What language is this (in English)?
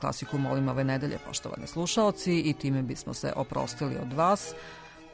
Serbian